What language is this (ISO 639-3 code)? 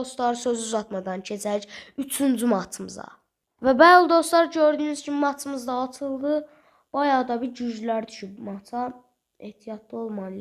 aze